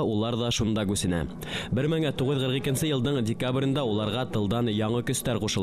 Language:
Bashkir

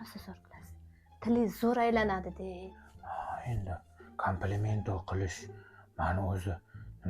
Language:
Uzbek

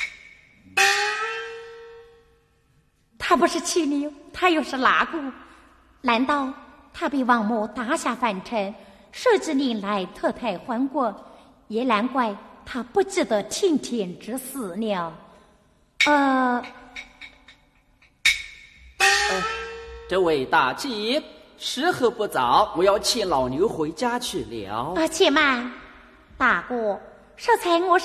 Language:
Chinese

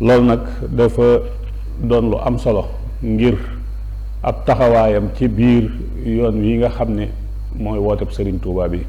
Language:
Wolof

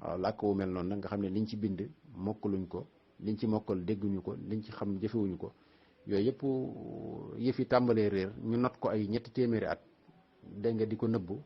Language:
Wolof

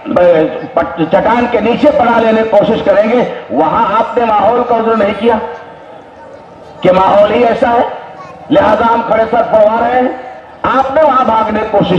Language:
Urdu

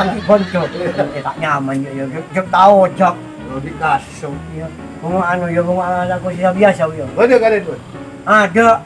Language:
Madurese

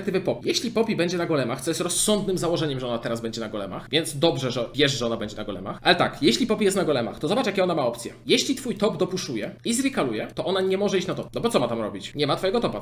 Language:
Polish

